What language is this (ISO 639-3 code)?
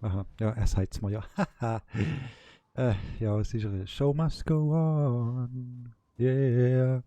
gsw